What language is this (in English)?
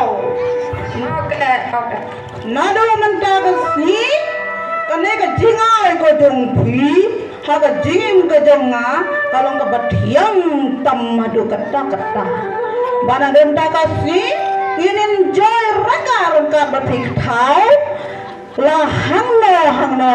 Khasi